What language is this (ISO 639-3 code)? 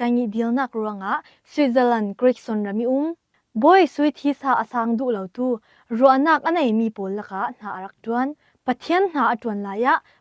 cfm